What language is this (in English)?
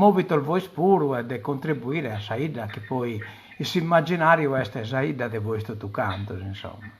Sardinian